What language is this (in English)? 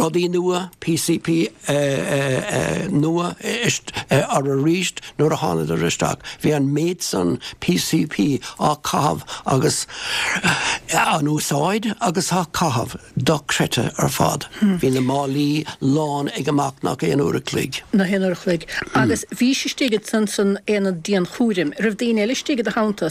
Irish